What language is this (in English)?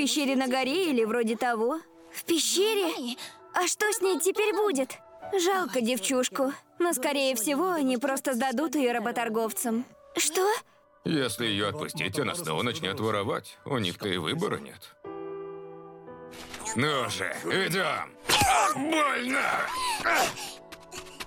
Russian